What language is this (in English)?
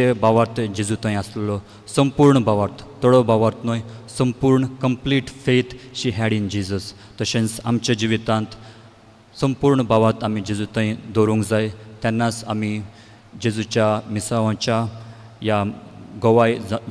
Konkani